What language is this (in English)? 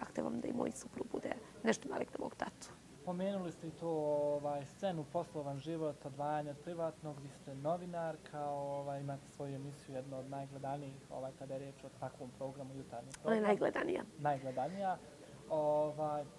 Bosnian